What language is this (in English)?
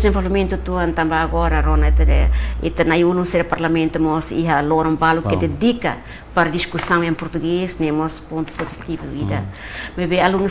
Tetum